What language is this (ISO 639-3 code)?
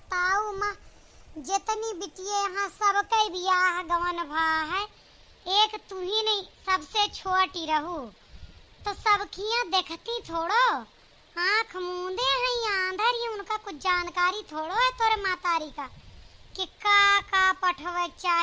awa